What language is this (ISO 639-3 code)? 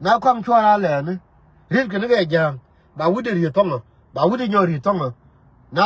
nus